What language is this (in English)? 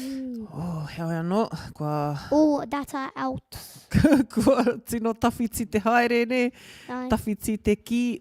Māori